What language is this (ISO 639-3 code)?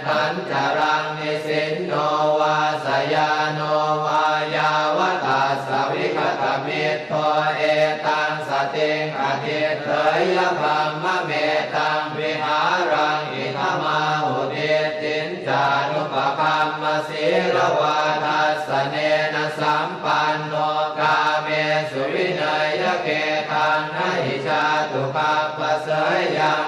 pli